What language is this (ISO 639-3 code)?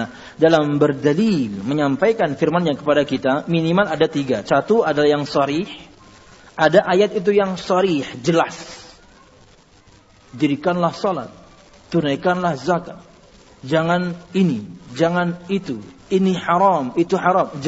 ind